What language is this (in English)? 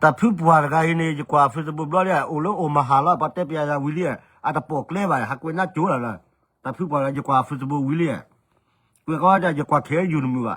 S'gaw Karen